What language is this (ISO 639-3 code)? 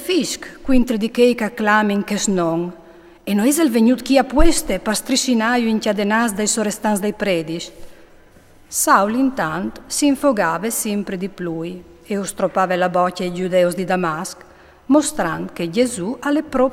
fur